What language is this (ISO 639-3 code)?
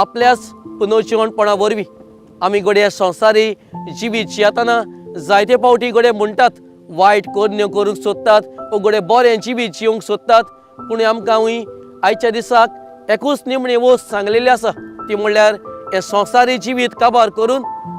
kok